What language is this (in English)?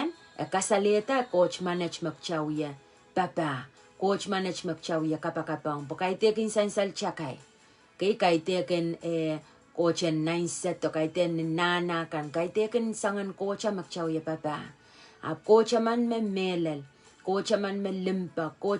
Pohnpeian